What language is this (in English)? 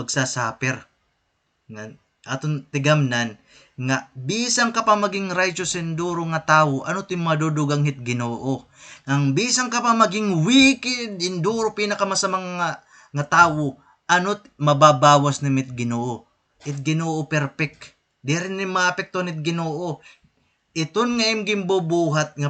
Waray